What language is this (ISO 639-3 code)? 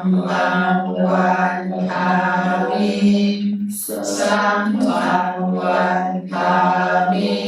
pli